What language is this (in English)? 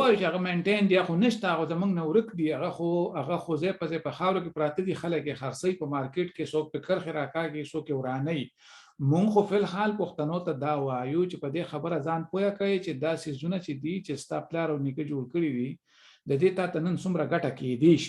Pashto